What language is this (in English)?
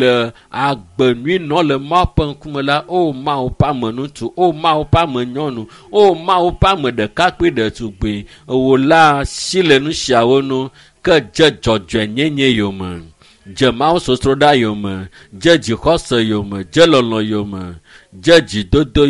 Ewe